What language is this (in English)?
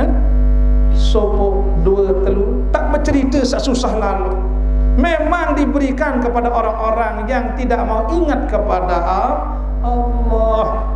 Sasak